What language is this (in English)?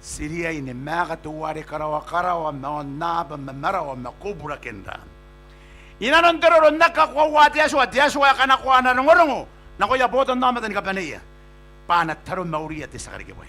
Gilbertese